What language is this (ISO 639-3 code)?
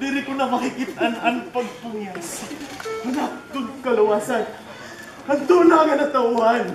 war